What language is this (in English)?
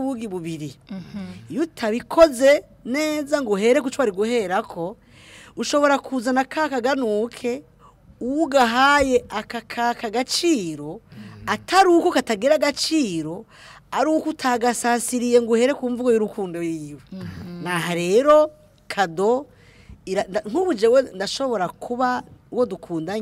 Rundi